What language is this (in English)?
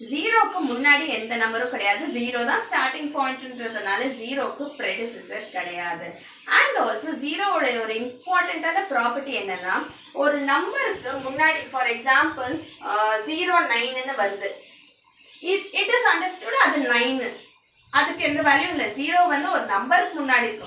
Tamil